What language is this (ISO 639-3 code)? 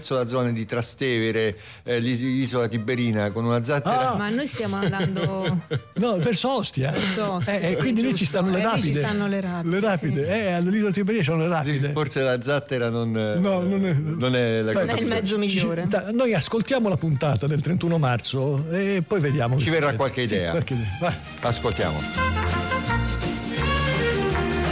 ita